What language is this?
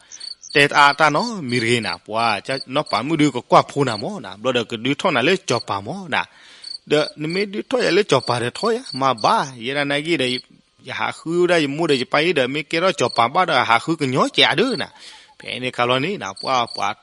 S'gaw Karen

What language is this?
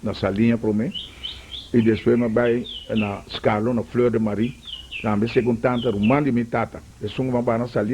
Papiamento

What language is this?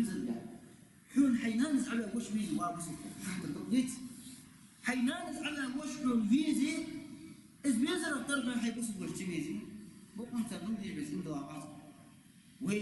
Ingush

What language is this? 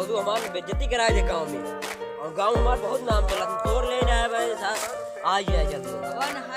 Awadhi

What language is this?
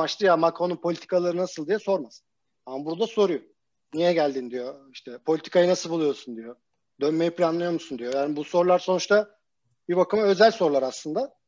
Turkish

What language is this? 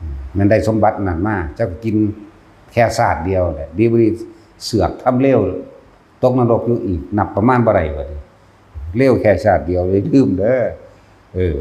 Northeastern Thai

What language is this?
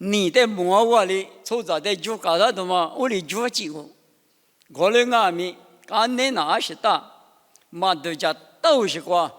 Lisu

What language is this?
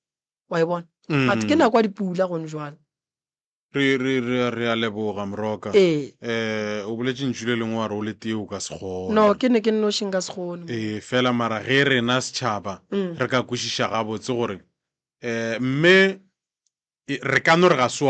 Northern Sotho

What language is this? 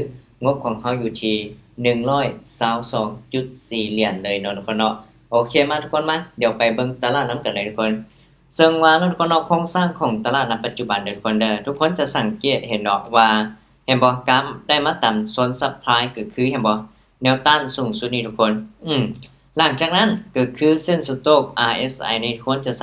Lao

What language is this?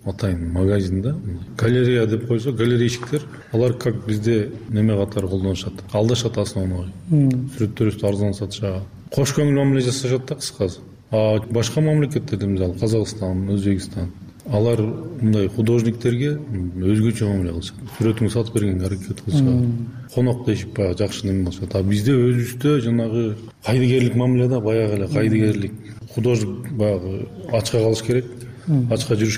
Kyrgyz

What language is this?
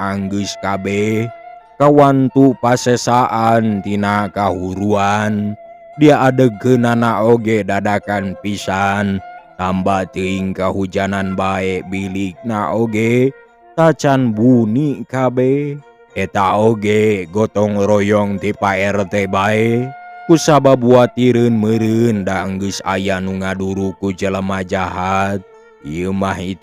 Sundanese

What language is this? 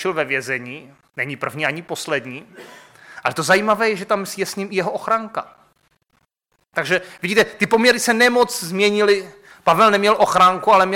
Czech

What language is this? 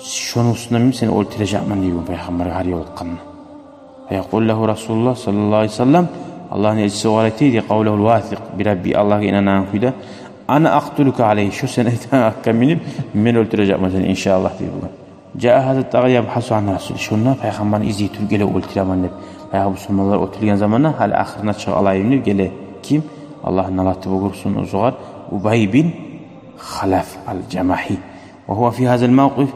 Kumyk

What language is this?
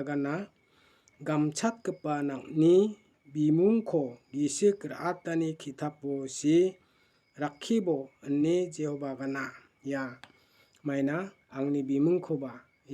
Garo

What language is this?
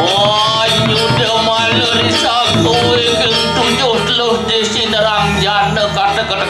Balinese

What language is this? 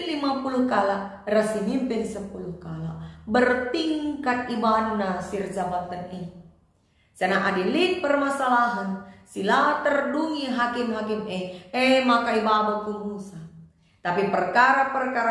Batak Karo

